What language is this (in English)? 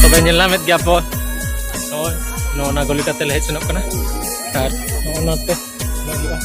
Santali